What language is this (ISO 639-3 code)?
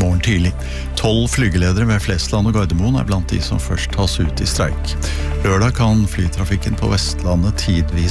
nor